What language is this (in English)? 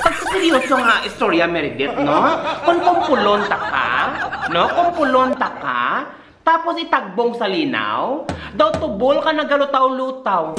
Hiligaynon